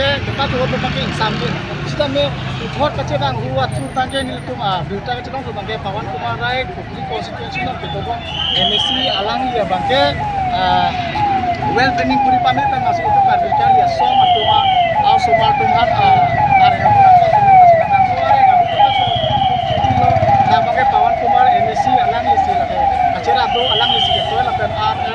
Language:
Karbi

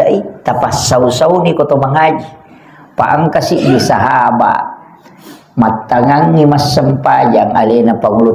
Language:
Buginese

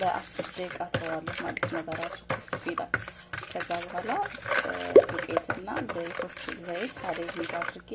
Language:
Amharic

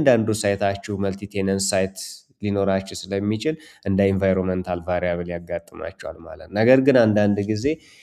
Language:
Amharic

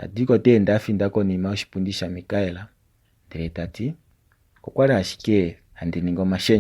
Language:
Kuanyama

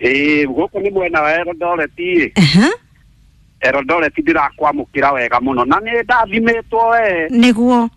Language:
Kikuyu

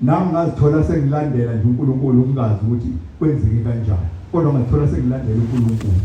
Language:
Zulu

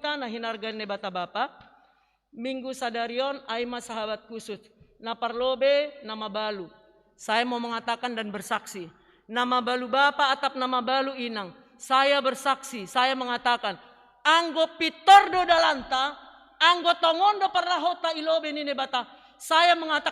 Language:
Batak Simalungun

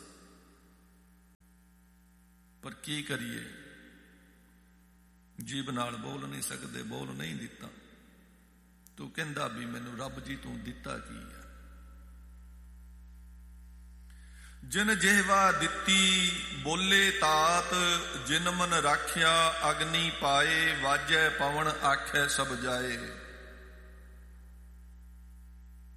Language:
Punjabi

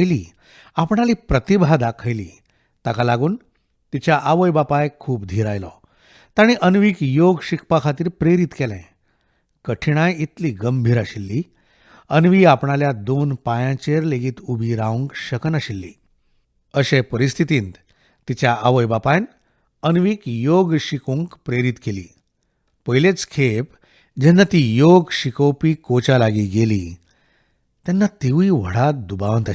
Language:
Konkani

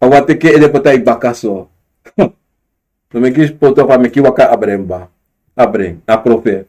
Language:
Sranan Tongo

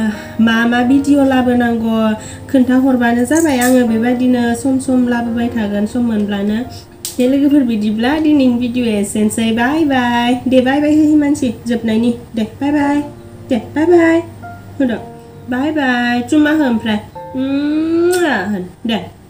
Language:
Bodo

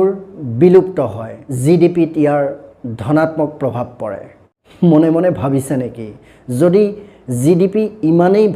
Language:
Assamese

